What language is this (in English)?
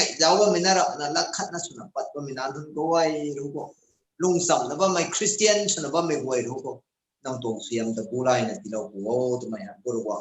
Rongmei Naga